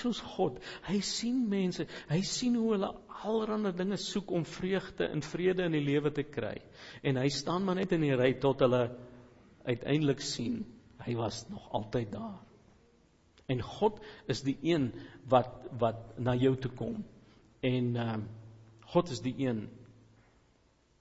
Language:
Afrikaans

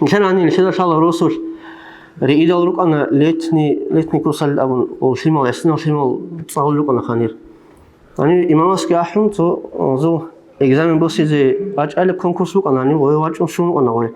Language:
Avaric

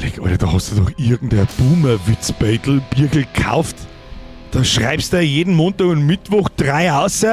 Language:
Bavarian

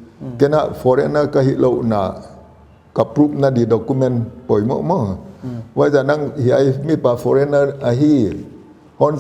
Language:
Paite Chin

